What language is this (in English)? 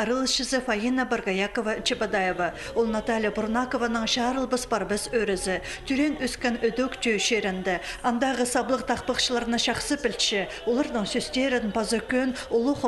Khakas